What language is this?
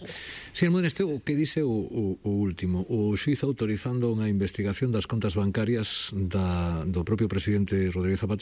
Galician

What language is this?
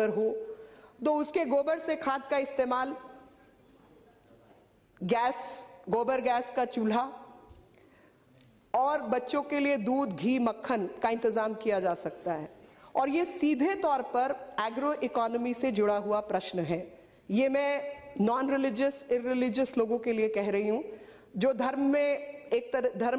Hindi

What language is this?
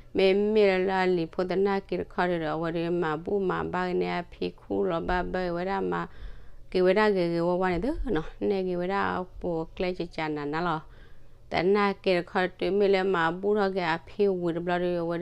S'gaw Karen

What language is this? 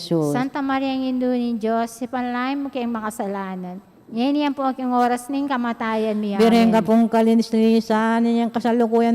Pampanga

